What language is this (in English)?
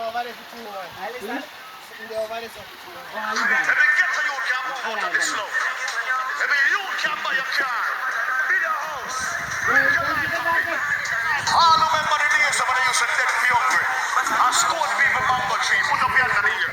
Jamaican Creole English